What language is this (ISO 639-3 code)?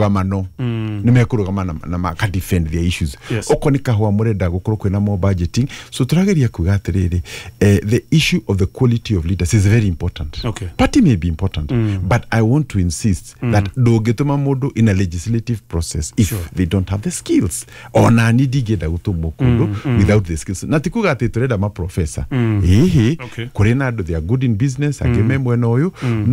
kik